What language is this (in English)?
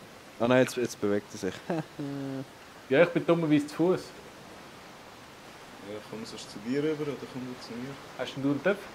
Swiss German